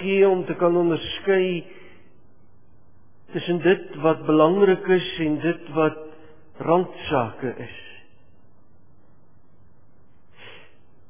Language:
Afrikaans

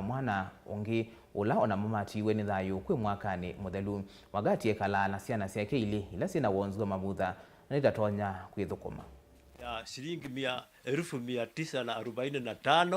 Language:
Kamba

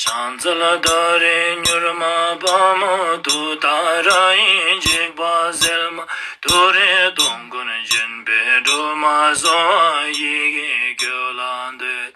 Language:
Tibetan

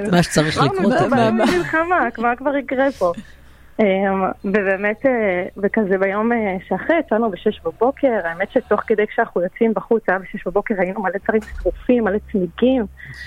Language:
Hebrew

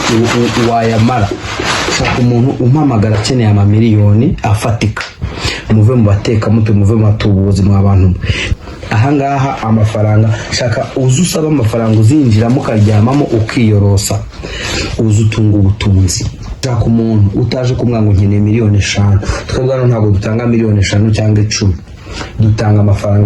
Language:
Kinyarwanda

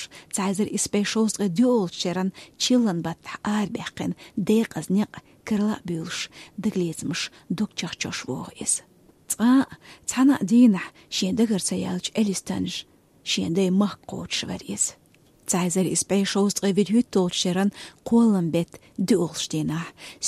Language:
Chechen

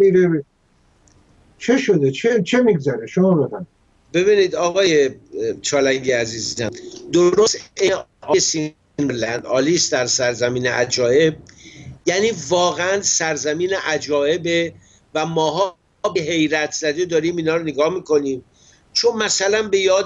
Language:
Persian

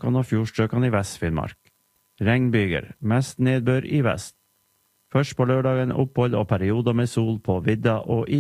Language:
Norwegian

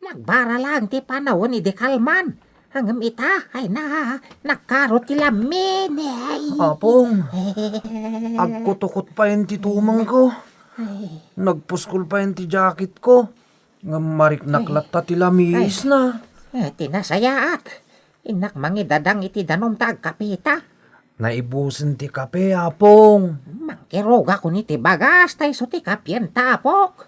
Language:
Iloko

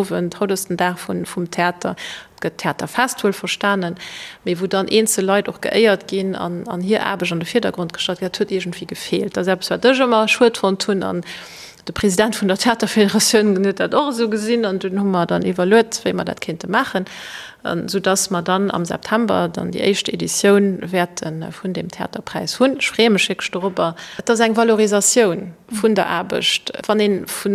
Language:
Luxembourgish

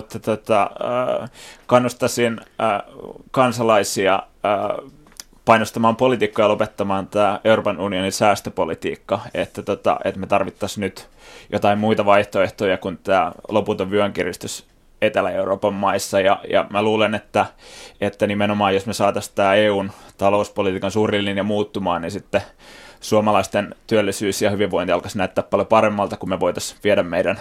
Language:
Finnish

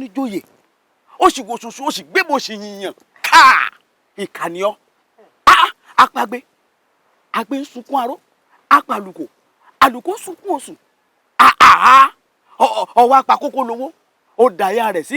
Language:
Yoruba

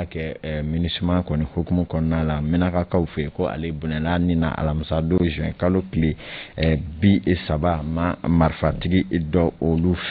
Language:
Bambara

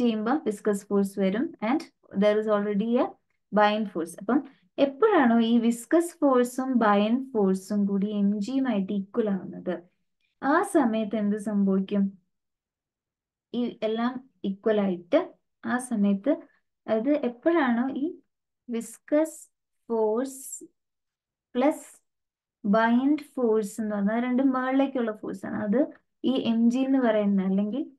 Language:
Malayalam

